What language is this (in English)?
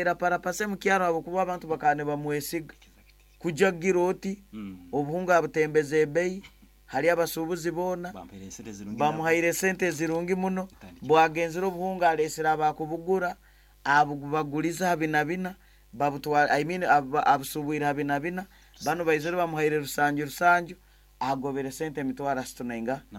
Nyankole